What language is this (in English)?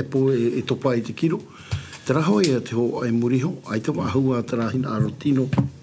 Tahitian